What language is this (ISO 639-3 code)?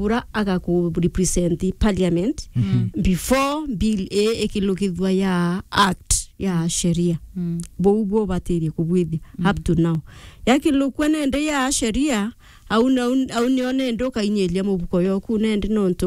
mer